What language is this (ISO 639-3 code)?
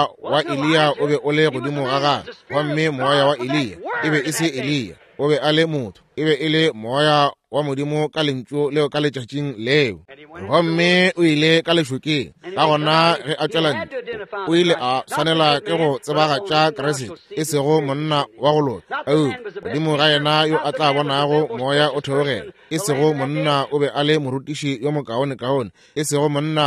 nso